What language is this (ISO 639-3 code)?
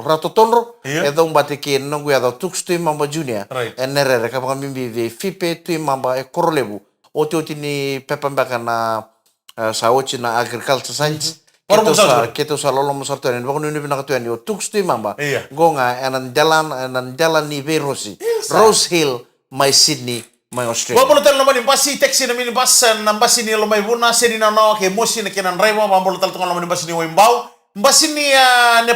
fij